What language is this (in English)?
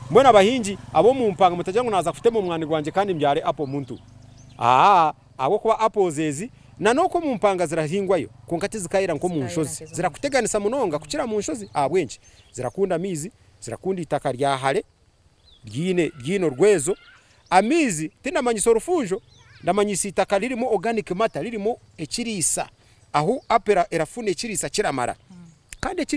Nyankole